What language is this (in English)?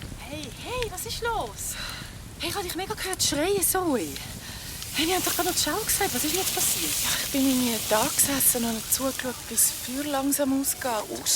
Swiss German